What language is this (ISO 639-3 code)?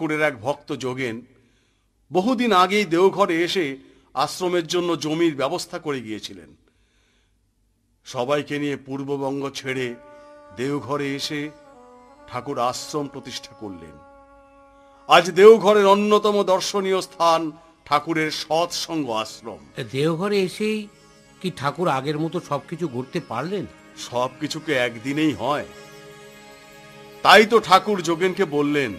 ben